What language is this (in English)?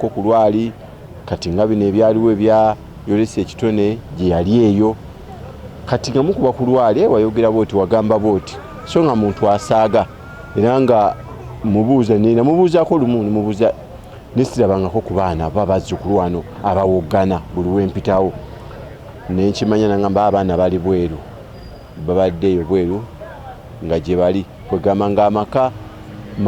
Ganda